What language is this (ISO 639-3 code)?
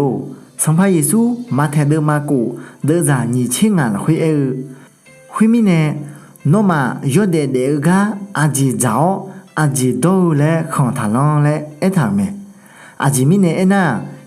ahk